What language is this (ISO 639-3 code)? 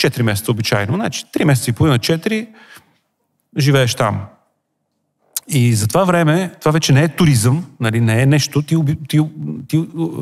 bul